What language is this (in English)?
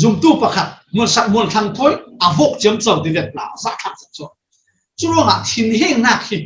Falam Chin